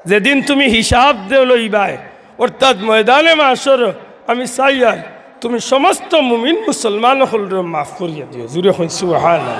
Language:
Sylheti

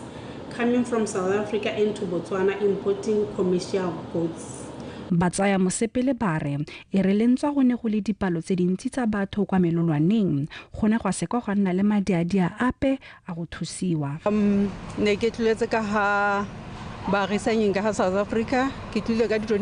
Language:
Tswana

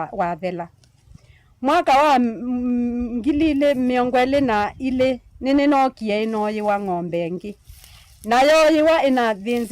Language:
Kamba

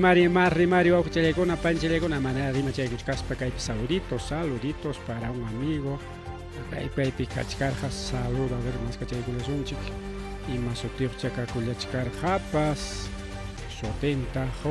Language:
Ayacucho Quechua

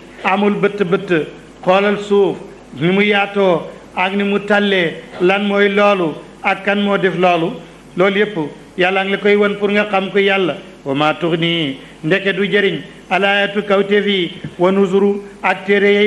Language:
Wolof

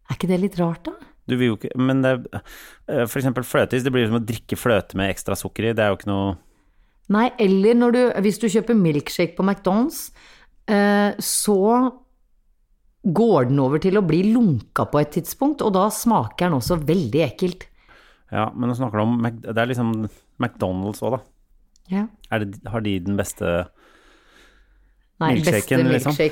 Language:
Norwegian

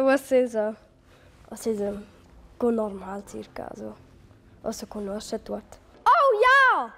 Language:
Romansh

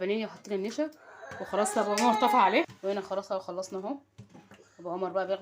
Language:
Egyptian Arabic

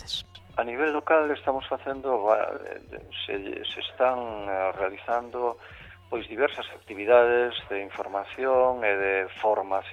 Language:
Galician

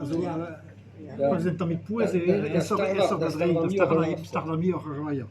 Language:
Breton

